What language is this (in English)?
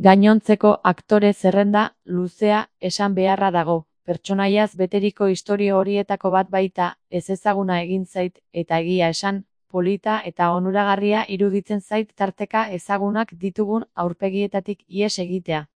Basque